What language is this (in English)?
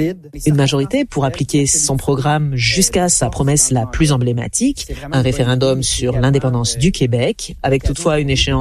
French